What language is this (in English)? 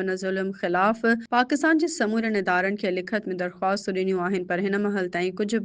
Sindhi